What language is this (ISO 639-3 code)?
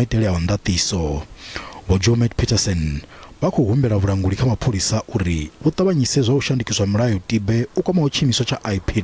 ven